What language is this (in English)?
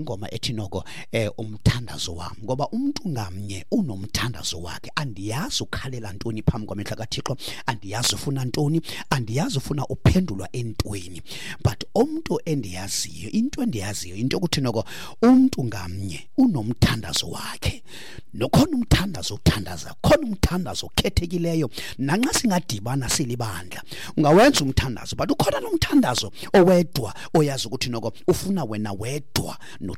Xhosa